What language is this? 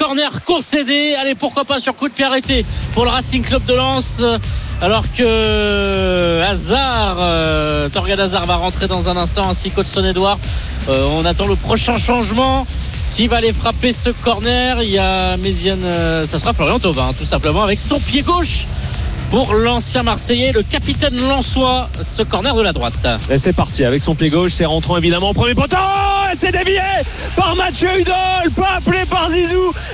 French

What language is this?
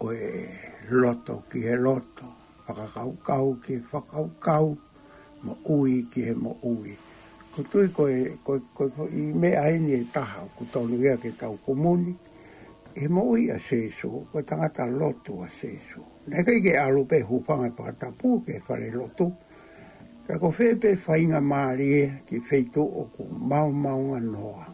Tongan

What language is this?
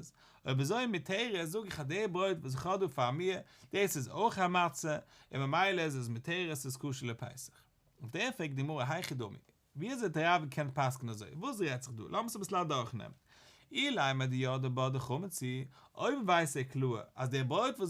Yiddish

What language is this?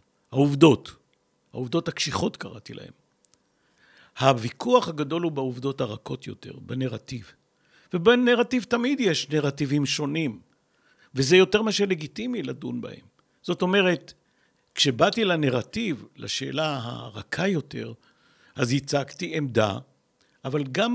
Hebrew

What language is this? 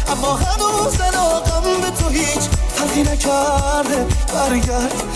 Persian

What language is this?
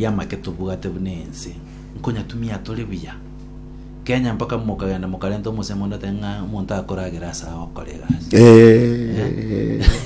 Gusii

